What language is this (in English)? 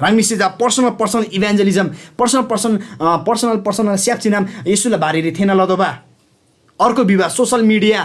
Eastern Tamang